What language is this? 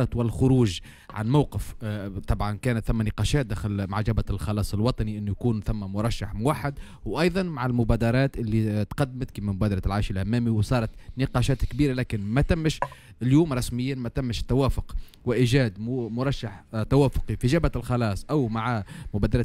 Tunisian Arabic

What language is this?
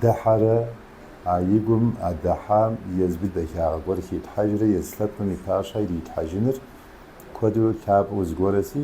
Kabardian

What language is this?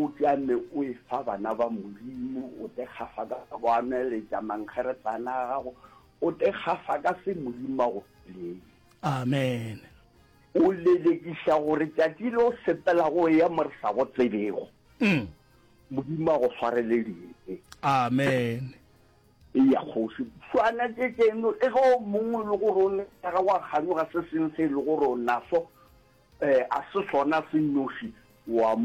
Northern Sotho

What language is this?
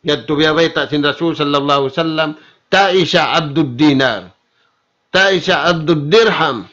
Tausug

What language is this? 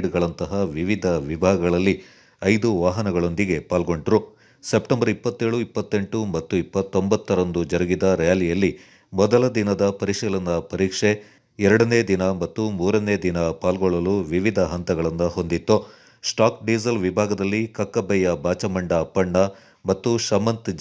Kannada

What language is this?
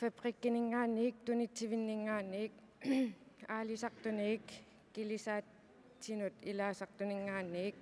Kalaallisut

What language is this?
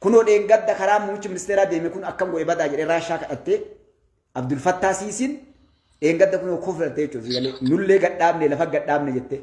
Oromo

